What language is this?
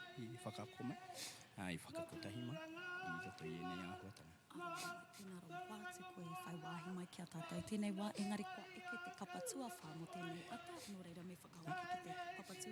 Māori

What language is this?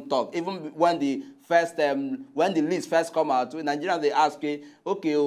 Nigerian Pidgin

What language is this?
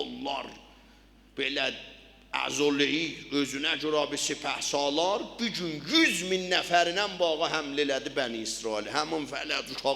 South Azerbaijani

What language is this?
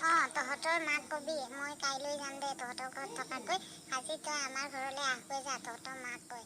Assamese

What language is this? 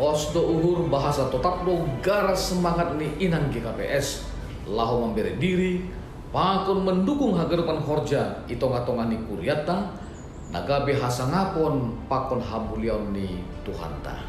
Batak Simalungun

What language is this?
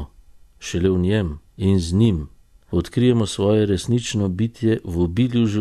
Slovenian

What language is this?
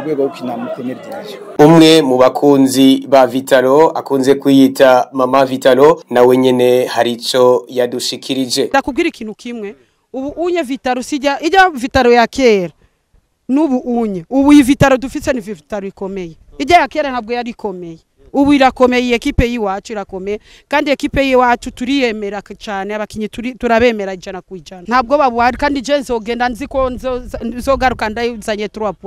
Rundi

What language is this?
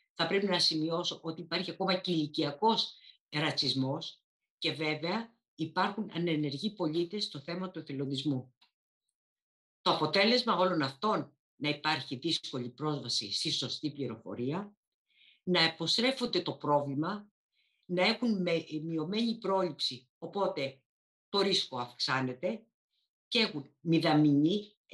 Greek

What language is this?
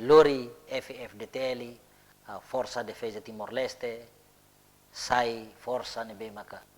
Tetum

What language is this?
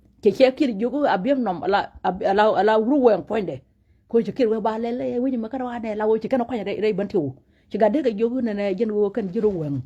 Nuer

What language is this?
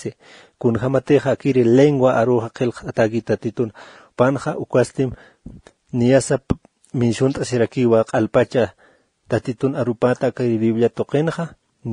Aymara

